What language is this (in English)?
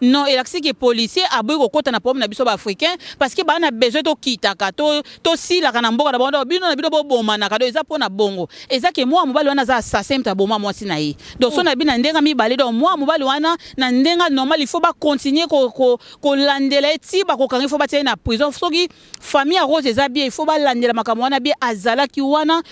Lingala